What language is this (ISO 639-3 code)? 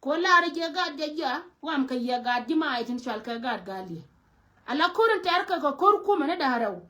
nus